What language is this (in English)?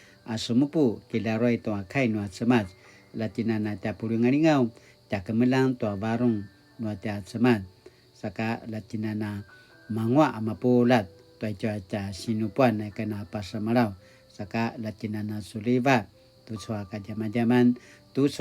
Paiwan